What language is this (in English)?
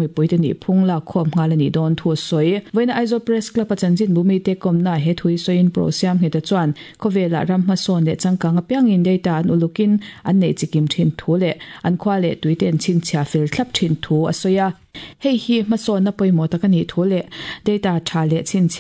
Mizo